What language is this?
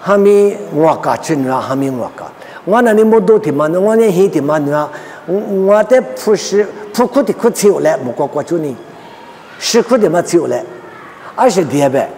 Lisu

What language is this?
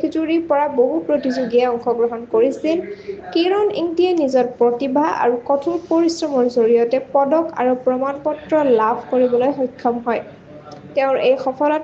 Assamese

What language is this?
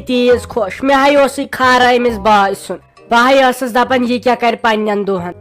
Kashmiri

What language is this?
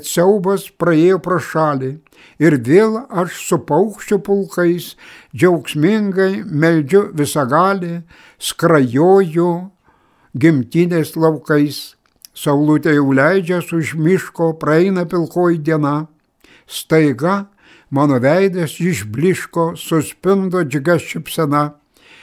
Lithuanian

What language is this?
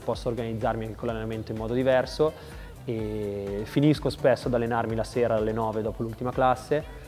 Italian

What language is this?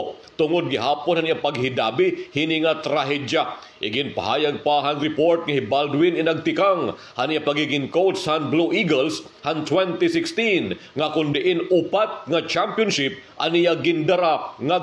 Waray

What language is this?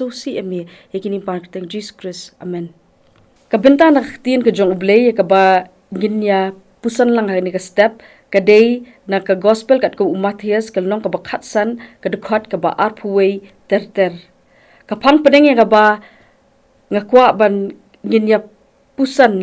Khasi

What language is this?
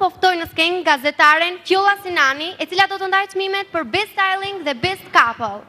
Albanian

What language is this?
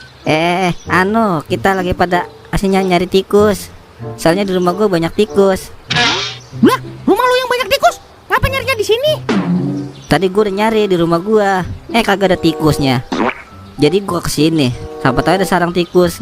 Betawi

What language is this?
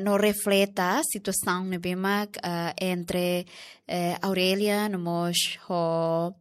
Tetum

